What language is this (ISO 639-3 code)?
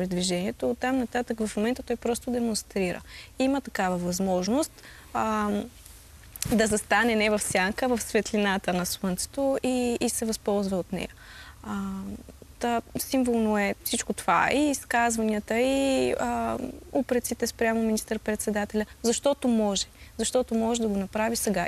bul